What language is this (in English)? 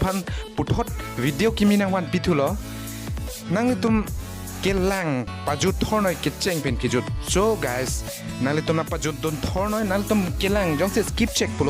Karbi